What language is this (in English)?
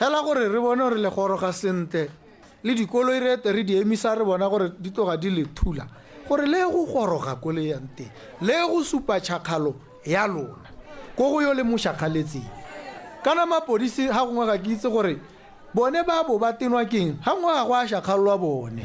Tswana